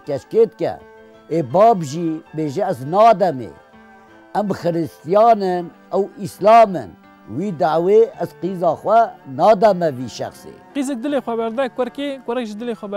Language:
Kurdish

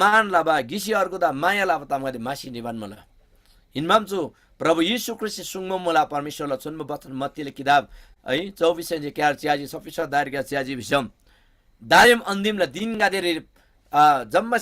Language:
Eastern Tamang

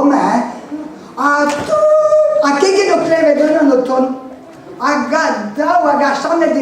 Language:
Breton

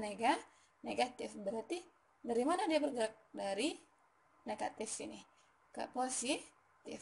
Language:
Indonesian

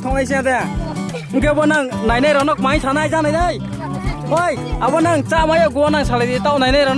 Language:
Riang (India)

